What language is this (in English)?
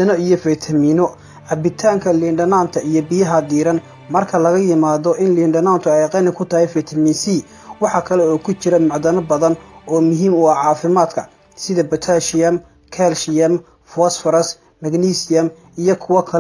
Somali